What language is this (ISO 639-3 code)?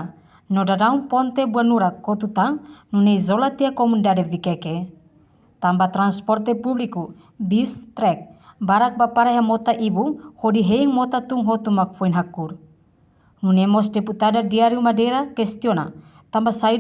tet